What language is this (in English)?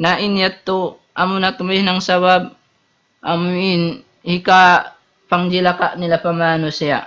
Tausug